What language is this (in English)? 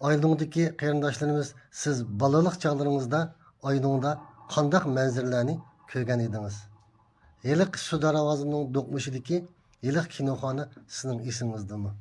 Uyghur